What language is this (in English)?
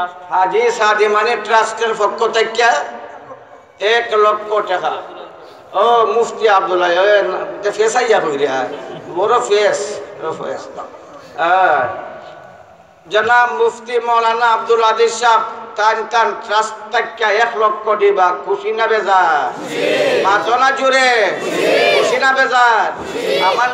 Sylheti